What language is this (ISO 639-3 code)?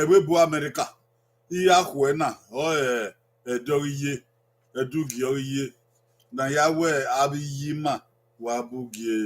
bin